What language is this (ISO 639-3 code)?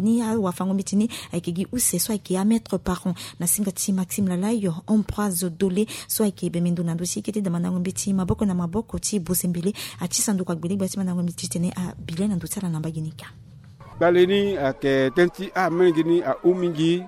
sag